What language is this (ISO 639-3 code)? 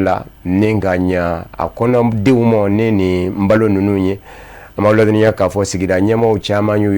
bam